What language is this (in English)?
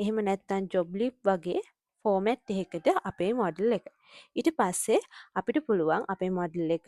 Sinhala